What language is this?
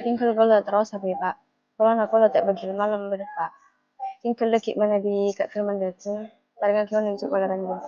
Madurese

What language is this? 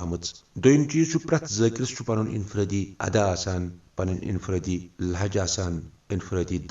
Kashmiri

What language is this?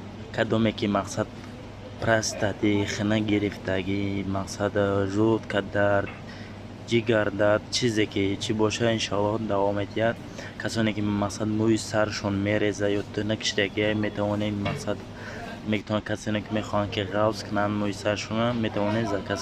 Tajik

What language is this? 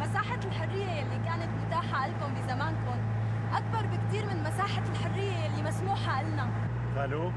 North Levantine Arabic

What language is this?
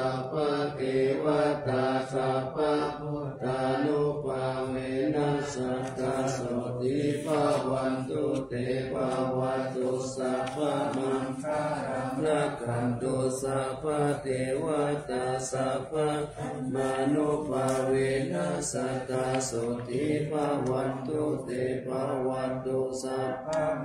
Pali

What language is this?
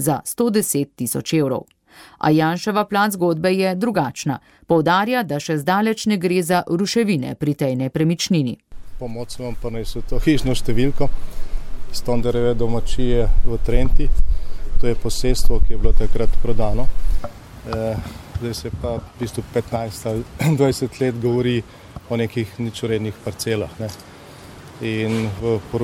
Slovenian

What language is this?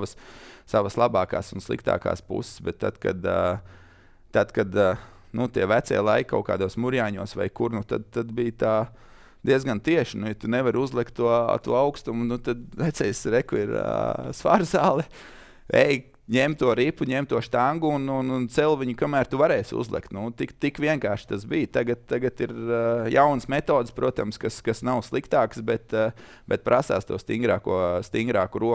Latvian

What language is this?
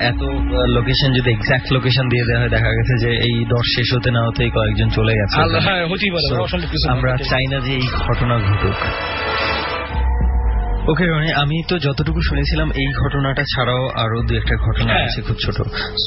Bangla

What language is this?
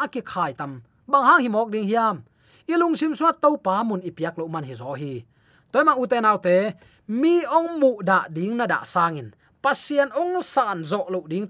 Tedim Chin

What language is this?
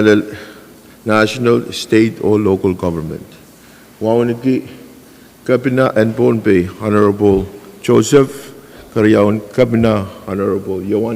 Pohnpeian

